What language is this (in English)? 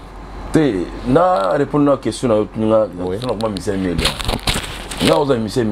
Lingala